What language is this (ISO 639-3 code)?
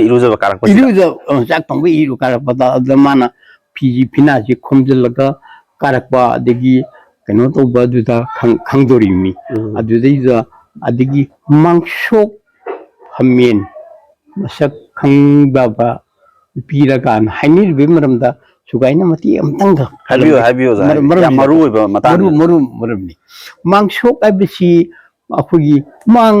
mni